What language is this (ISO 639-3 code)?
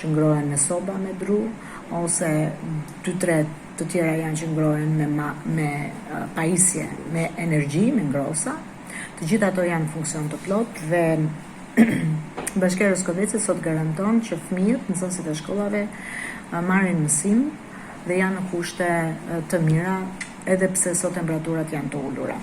sqi